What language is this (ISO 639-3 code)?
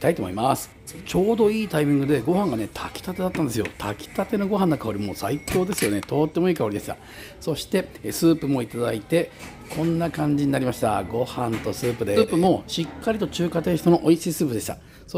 jpn